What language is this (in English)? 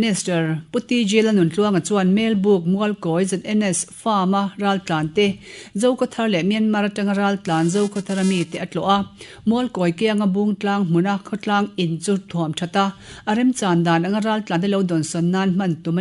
Mizo